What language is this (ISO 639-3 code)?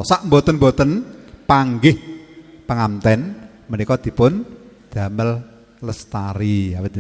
jav